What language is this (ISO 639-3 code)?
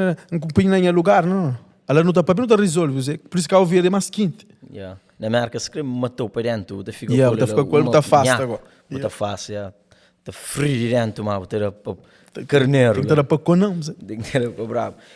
kea